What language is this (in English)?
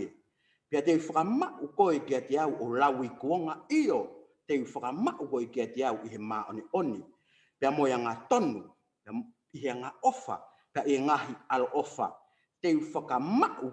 Tongan